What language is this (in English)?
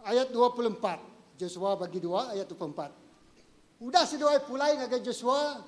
Iban